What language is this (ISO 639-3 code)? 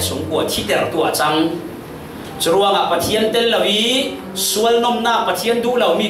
cfm